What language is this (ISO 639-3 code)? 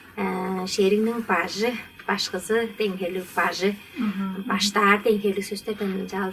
tyv